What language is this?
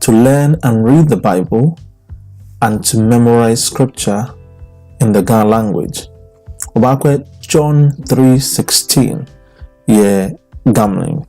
Ga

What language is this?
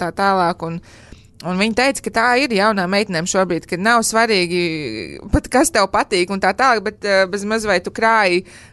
Latvian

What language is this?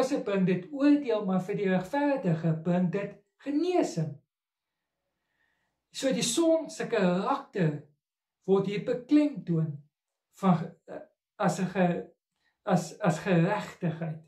Afrikaans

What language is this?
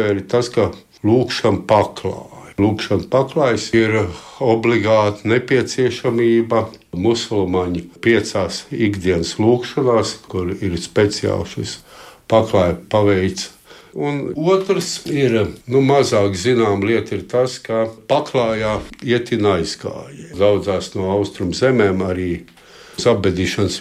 Latvian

